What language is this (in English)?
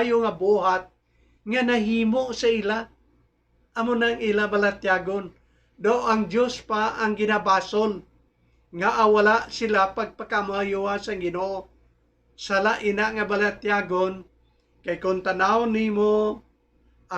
Hiligaynon